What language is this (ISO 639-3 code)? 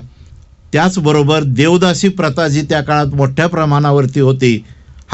mar